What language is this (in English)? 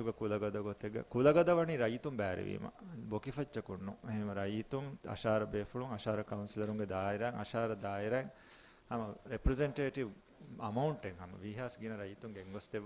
Divehi